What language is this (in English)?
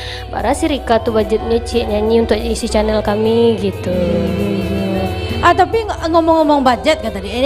Minangkabau